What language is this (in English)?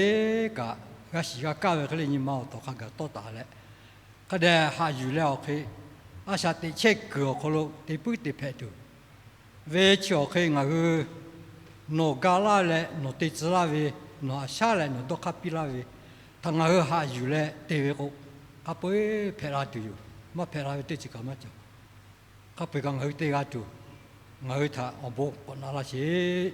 Lahu